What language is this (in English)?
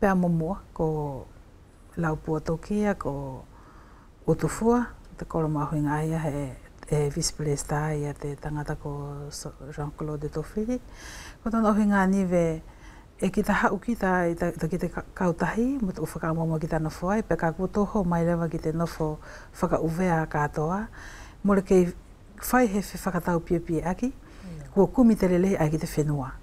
Wallisian